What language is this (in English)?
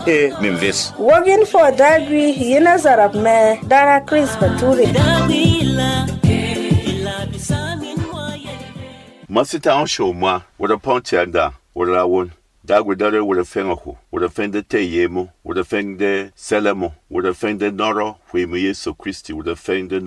Berom